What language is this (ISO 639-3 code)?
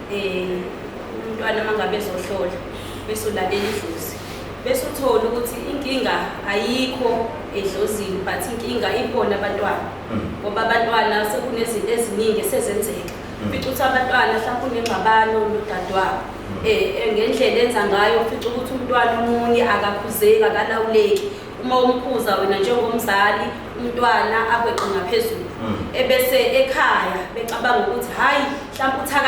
zul